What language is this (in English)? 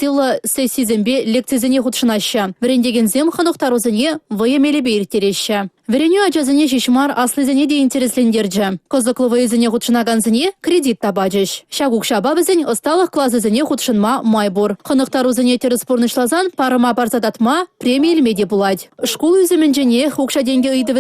Chuvash